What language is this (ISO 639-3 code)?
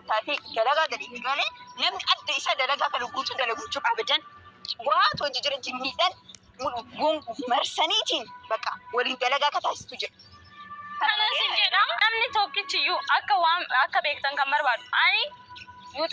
orm